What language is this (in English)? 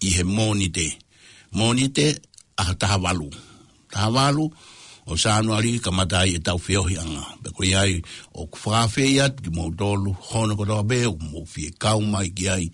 Tongan